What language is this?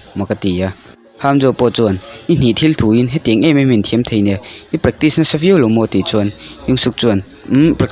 Mizo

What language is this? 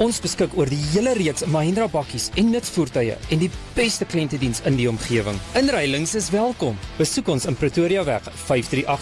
Afrikaans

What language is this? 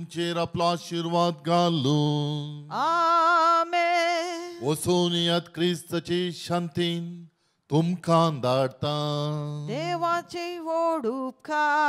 Konkani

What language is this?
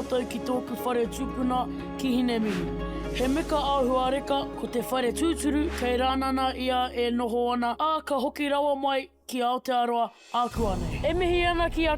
Māori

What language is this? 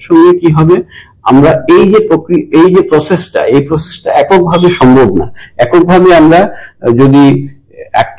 Bangla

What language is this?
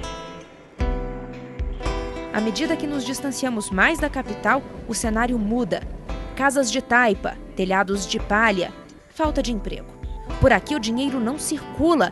Portuguese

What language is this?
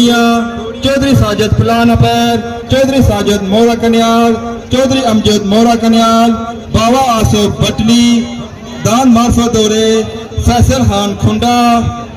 Pahari-Potwari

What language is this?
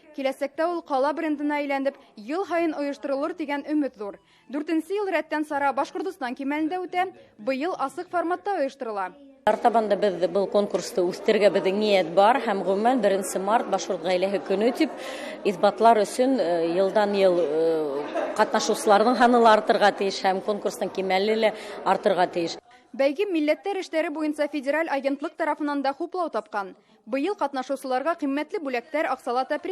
Bashkir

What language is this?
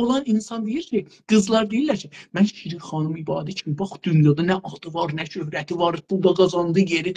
South Azerbaijani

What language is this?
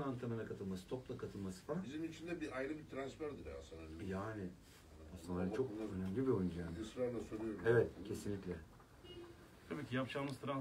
Turkish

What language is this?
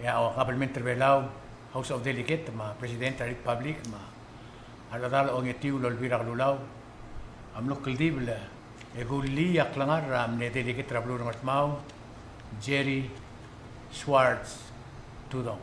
Palauan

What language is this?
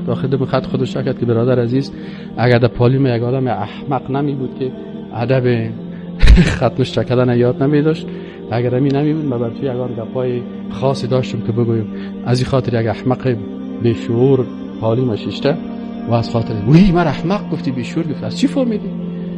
Persian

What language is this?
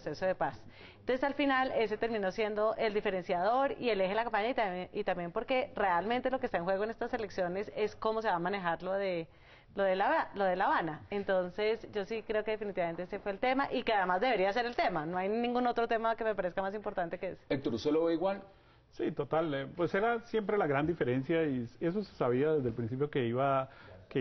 Spanish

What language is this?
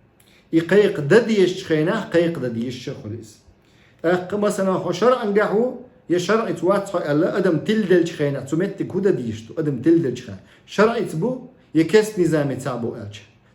Chechen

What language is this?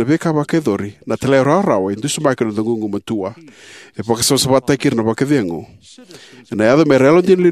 Fijian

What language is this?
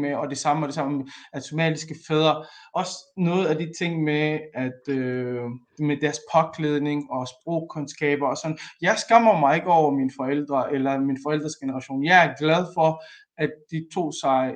Danish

